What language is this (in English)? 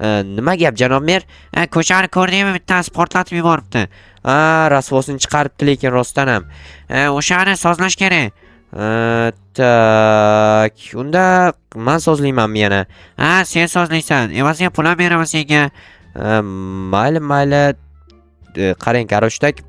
Uzbek